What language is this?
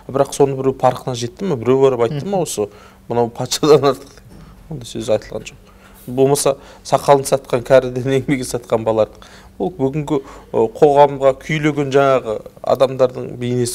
Kazakh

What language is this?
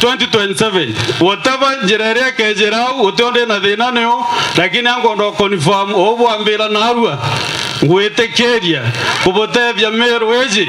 Meru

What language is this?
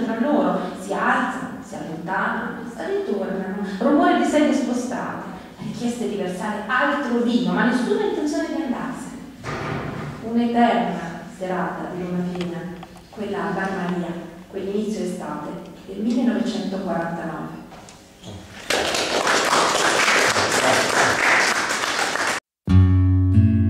Italian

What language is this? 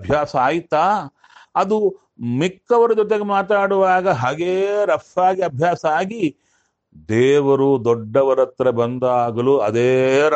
Kannada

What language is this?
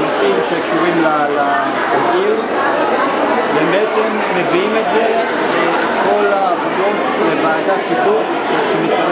Hebrew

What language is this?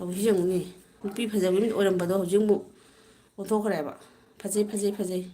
Manipuri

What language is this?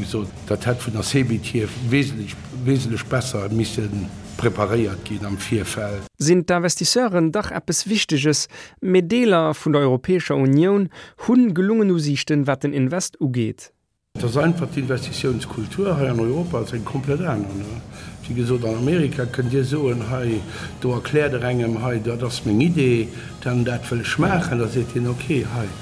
Luxembourgish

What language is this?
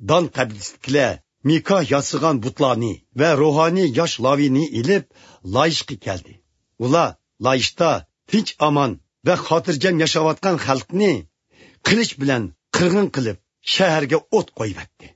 Uyghur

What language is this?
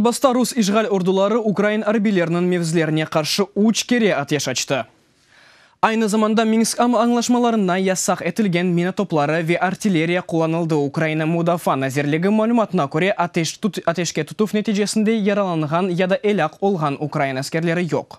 Crimean Tatar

